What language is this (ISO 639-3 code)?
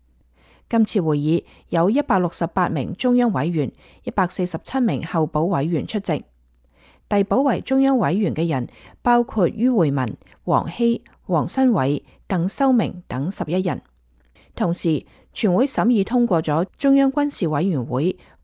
yue